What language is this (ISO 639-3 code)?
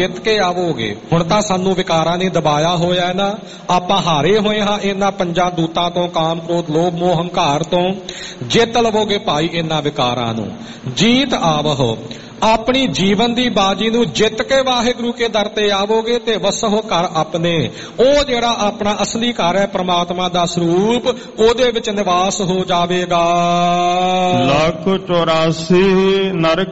pan